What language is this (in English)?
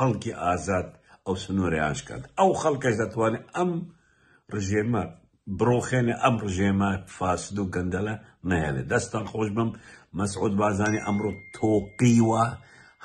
Central Kurdish